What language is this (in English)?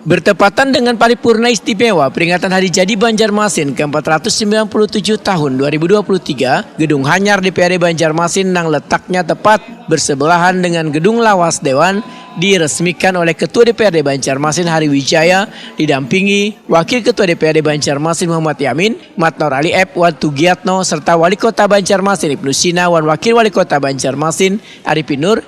Banjar